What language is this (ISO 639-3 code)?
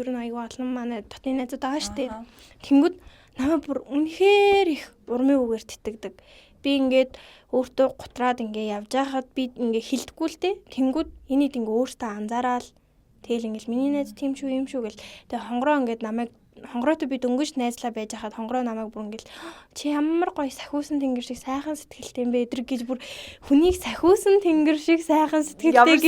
mon